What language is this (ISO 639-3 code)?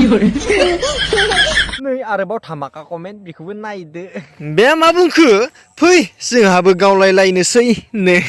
brx